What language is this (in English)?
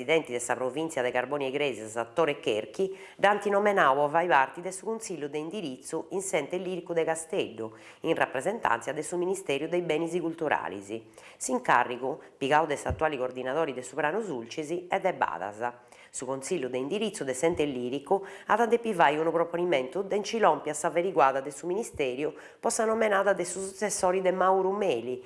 Sardinian